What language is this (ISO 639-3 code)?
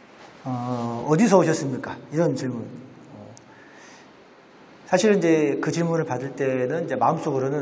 kor